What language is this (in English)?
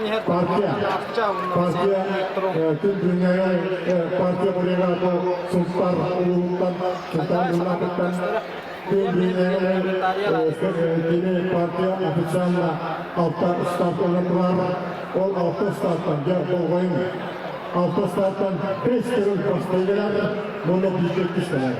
Yakut